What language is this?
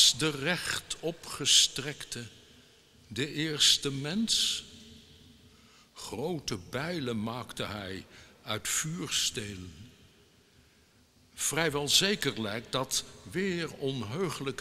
Dutch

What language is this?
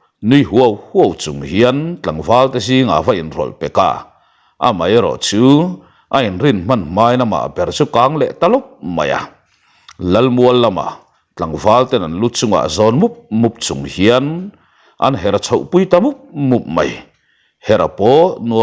Mizo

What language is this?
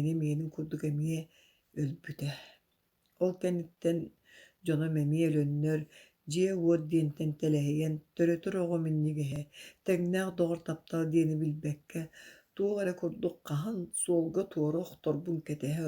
Yakut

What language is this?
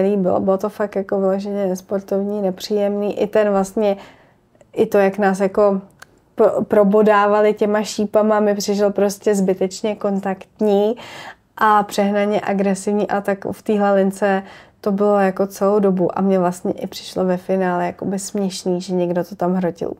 Czech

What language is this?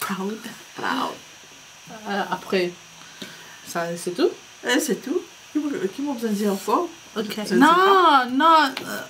Morisyen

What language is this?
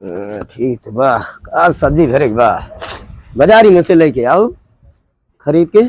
Awadhi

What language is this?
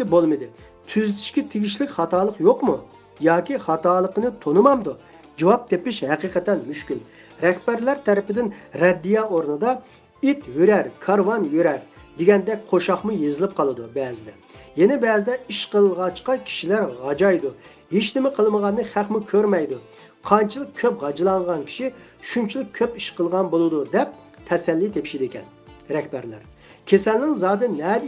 Uyghur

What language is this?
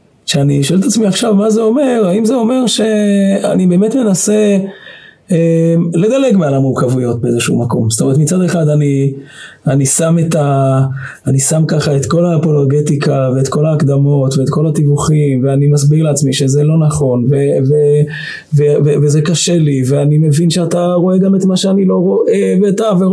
Hebrew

